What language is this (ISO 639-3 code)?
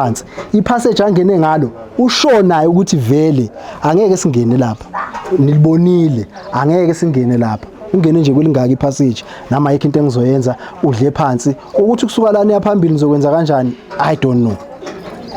zul